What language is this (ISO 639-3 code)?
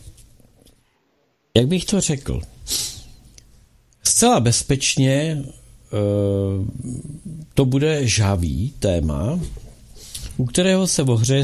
ces